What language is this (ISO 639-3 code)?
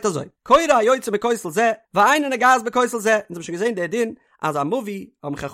yid